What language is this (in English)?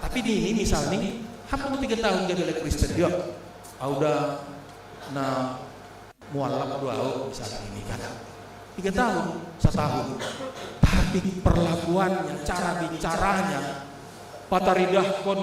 Batak Simalungun